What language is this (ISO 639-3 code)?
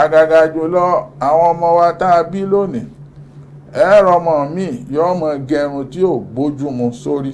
yor